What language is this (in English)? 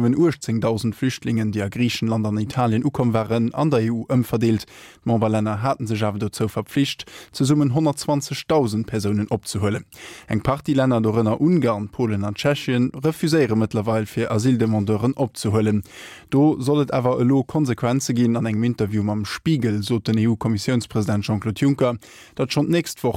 Luxembourgish